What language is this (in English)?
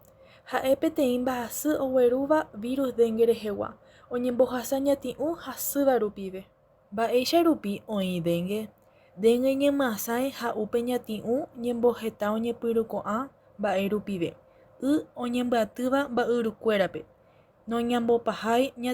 Guarani